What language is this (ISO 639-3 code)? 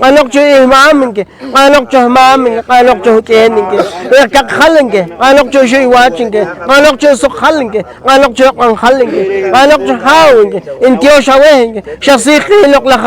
poh